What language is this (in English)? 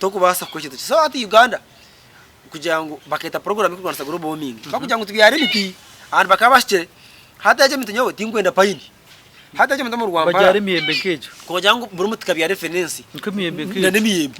Nyankole